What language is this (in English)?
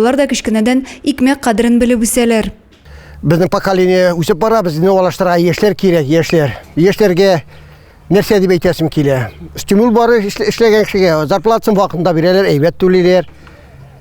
Tatar